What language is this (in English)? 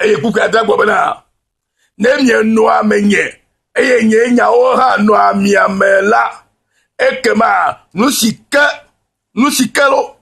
Ewe